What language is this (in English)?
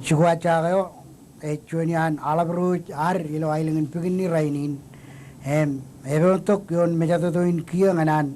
Marshallese